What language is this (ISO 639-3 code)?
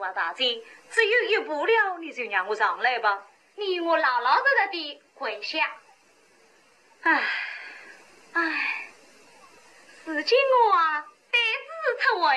wuu